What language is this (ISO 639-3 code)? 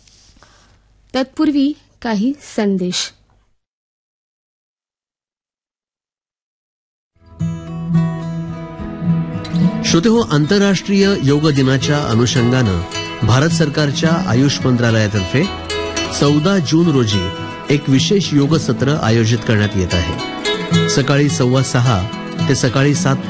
mar